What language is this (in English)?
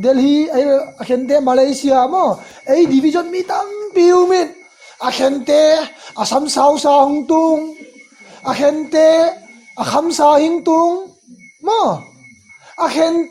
Tedim Chin